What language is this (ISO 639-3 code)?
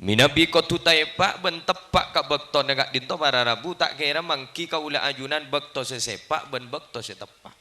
mad